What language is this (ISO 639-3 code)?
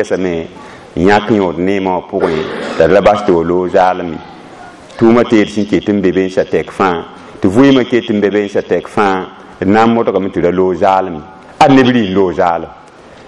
mos